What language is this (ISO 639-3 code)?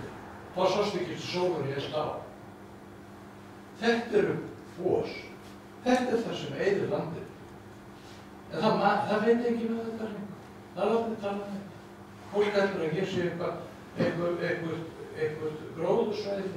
isl